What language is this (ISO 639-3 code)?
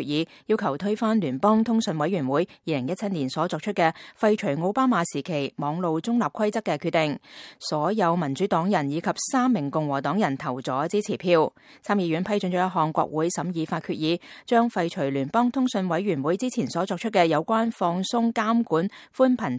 yue